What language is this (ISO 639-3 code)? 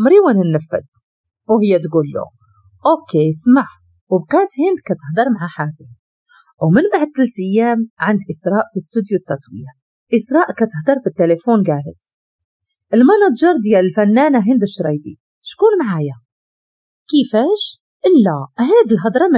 ary